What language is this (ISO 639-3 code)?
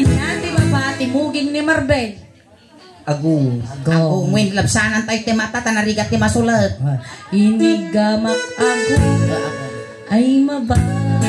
ilo